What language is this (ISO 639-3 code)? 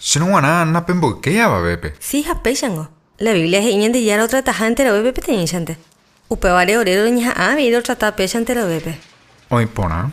grn